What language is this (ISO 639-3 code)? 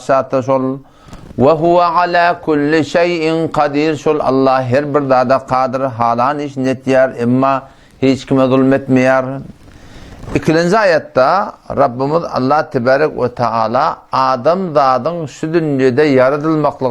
tuk